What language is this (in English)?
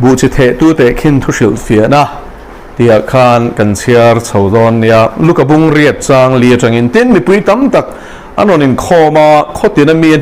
Mizo